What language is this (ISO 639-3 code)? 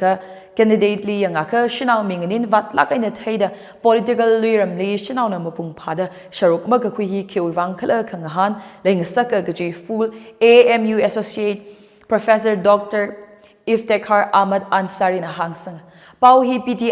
nmf